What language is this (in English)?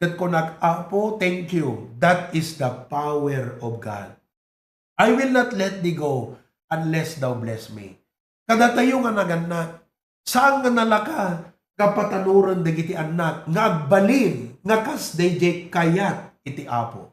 Iloko